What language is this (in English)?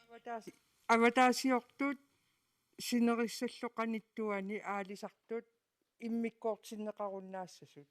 Kalaallisut